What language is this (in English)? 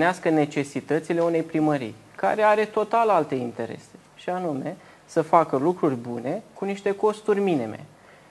Romanian